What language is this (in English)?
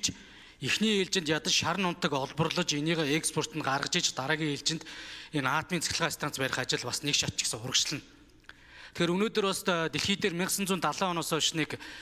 Mongolian